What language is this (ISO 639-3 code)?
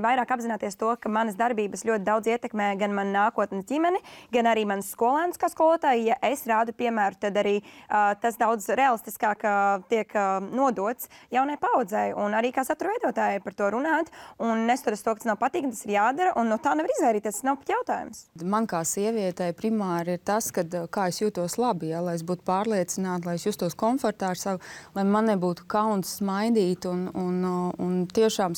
lav